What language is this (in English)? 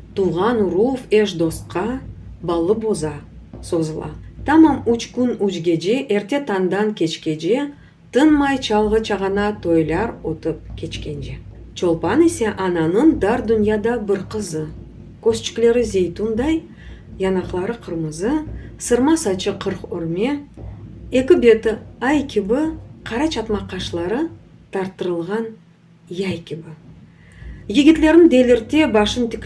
Crimean Tatar